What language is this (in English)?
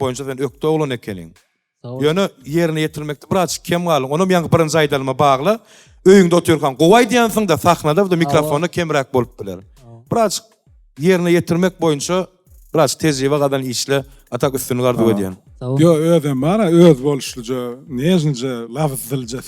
Turkmen